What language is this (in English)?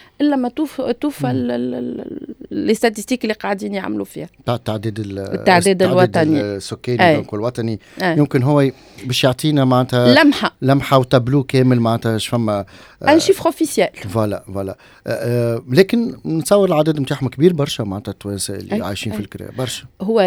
Tunisian Arabic